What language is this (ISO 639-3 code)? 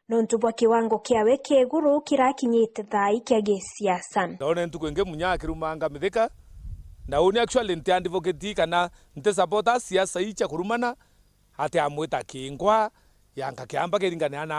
mer